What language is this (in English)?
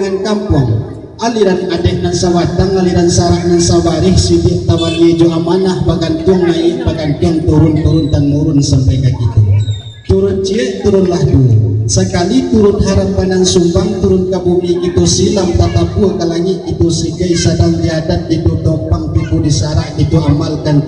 Minangkabau